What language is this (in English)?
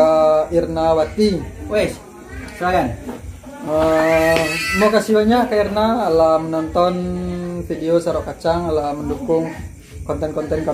Minangkabau